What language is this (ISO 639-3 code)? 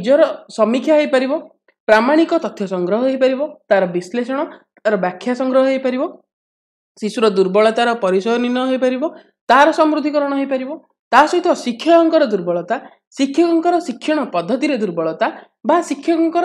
ori